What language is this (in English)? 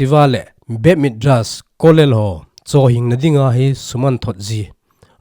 Thado Chin